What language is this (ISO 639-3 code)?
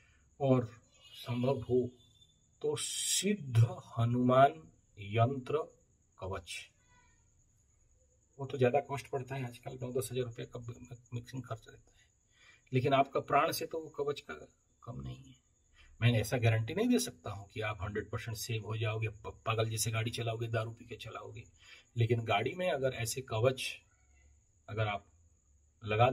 hin